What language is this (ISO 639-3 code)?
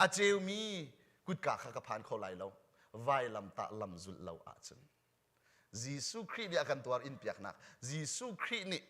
cnh